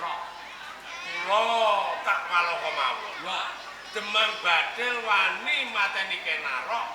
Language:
Javanese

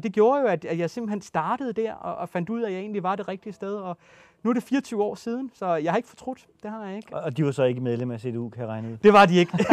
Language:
Danish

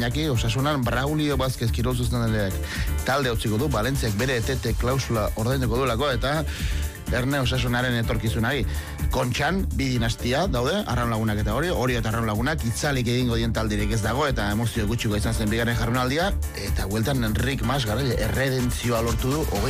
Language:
Basque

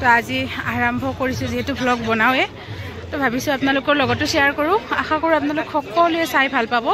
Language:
Assamese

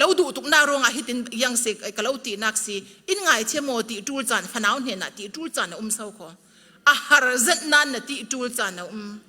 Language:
Falam Chin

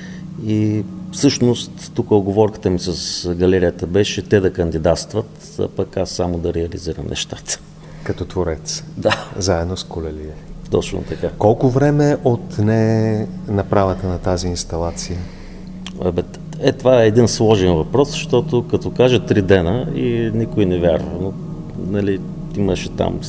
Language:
Bulgarian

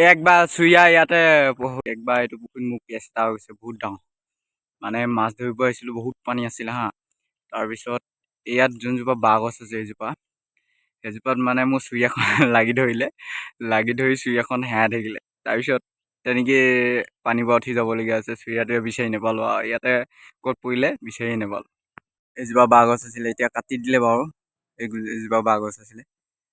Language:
Assamese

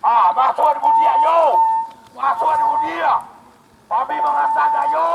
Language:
Minangkabau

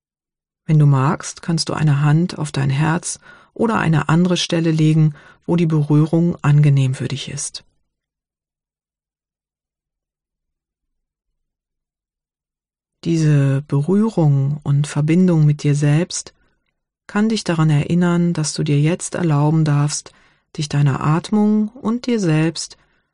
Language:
German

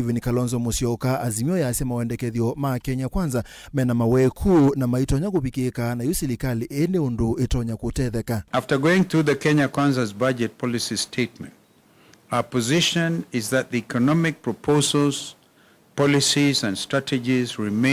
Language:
Kamba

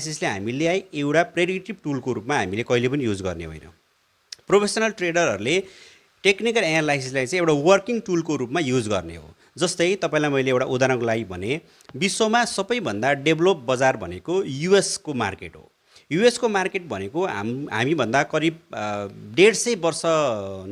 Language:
Nepali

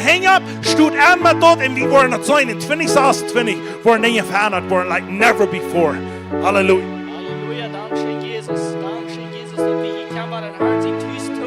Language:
Plautdietsch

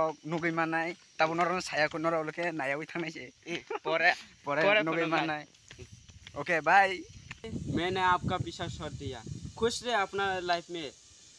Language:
Kok Borok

